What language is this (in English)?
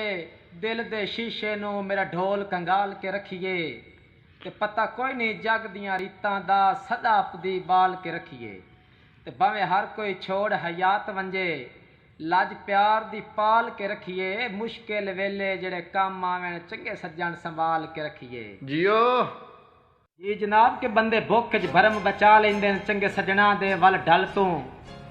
Saraiki